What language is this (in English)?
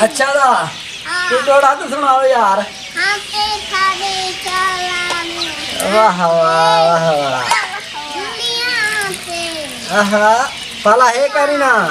Saraiki